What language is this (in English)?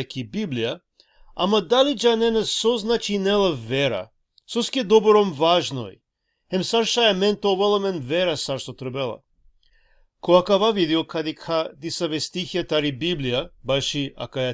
Balkan Romani